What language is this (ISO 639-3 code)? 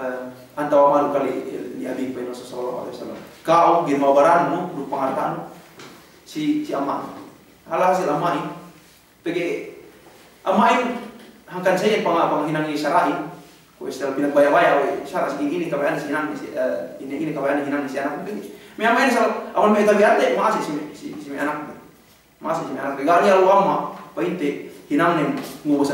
yka